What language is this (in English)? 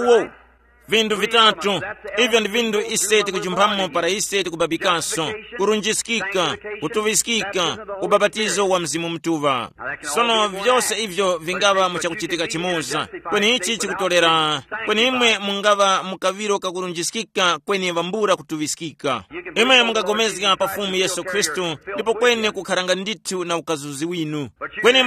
Tumbuka